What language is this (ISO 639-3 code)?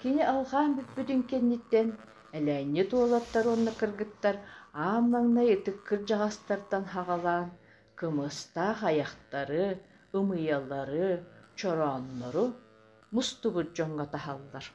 sah